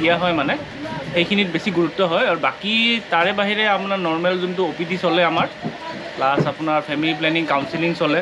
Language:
Assamese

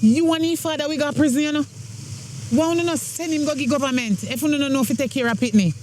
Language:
Jamaican Creole English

